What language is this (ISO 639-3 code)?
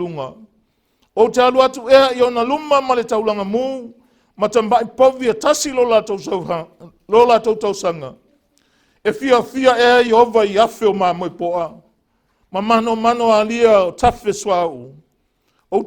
smo